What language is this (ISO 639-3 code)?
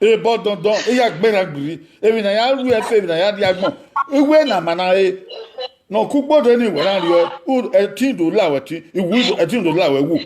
bin